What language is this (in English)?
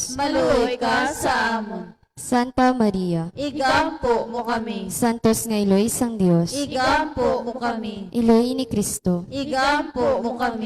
Hiligaynon